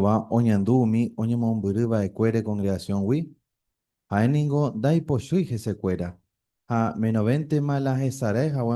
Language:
Guarani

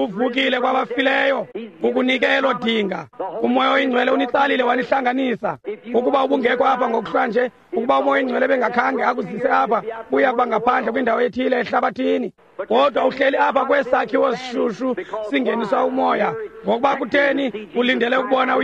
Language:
Xhosa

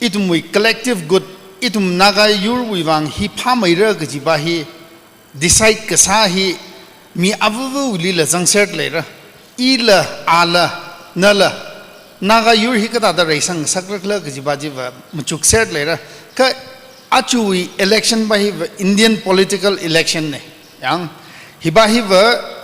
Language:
Tangkhul Naga (India)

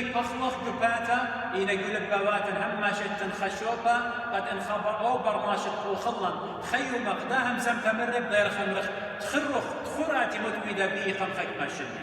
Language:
Assyrian Neo-Aramaic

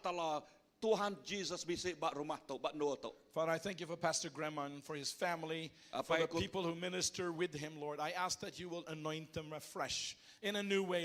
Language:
Iban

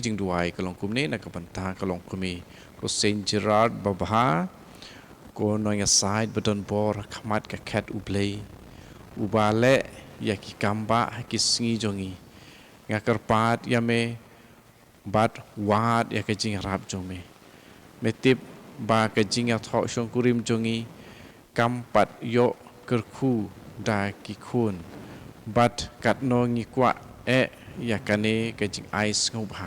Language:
Khasi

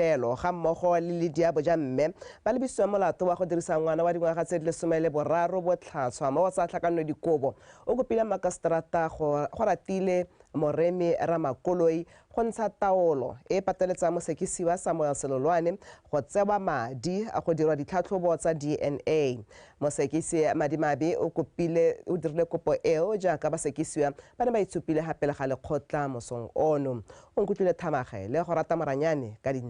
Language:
Tswana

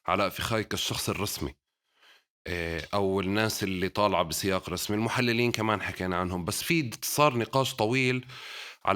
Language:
North Levantine Arabic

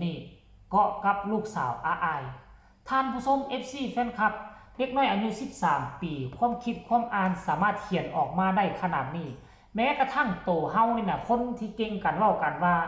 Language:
Lao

